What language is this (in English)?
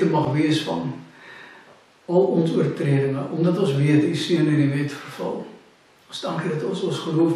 Afrikaans